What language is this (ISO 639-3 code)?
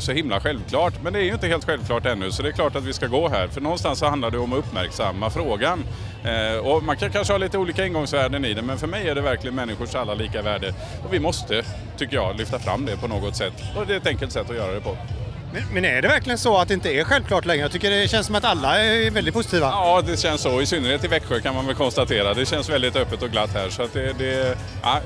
swe